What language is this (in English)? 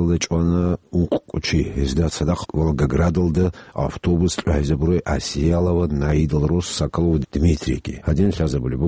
Avaric